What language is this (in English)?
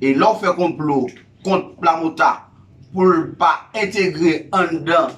Haitian Creole